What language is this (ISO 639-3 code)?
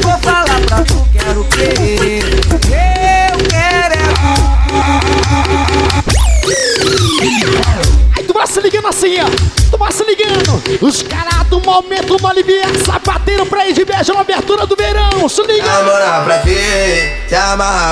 por